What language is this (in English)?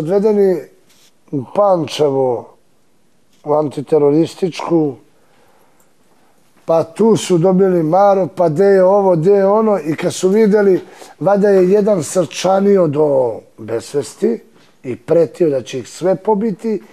Serbian